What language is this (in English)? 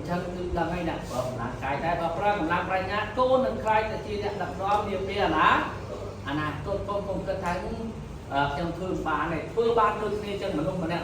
Khmer